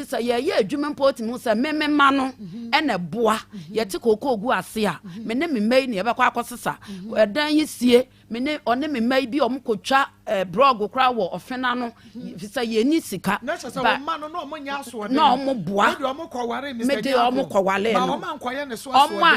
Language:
Akan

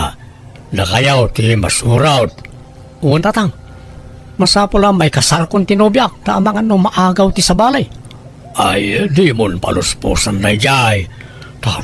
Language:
Iloko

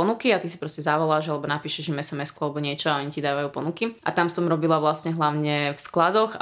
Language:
Slovak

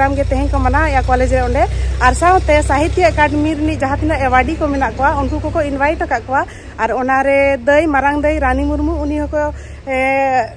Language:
Santali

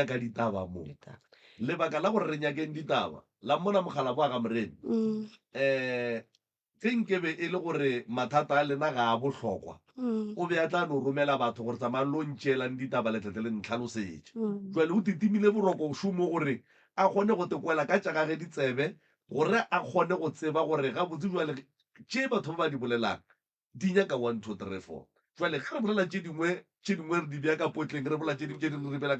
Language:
Northern Sotho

